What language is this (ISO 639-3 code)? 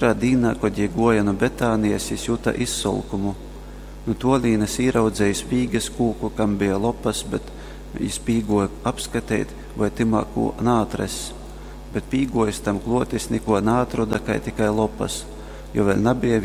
ltg